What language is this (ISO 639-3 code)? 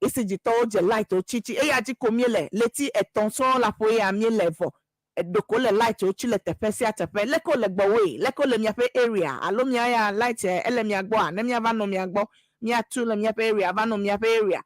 ewe